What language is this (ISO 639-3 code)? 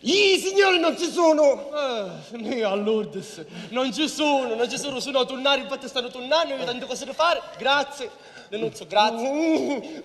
scn